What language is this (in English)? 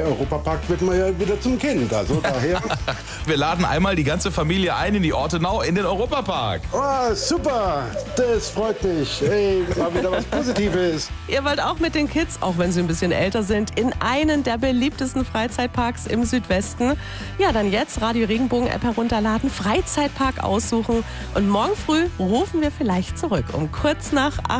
German